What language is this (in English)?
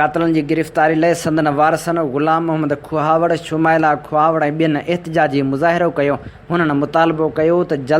Sindhi